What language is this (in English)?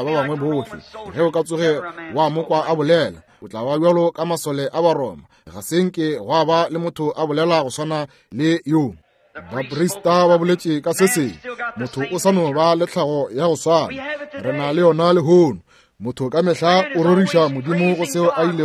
Northern Sotho